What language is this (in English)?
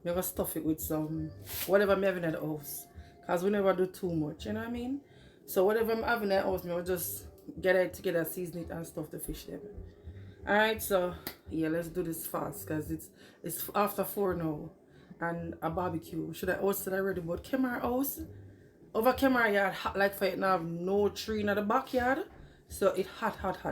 Jamaican Creole English